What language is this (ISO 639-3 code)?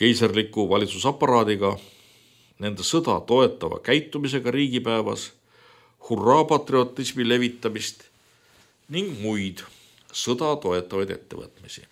est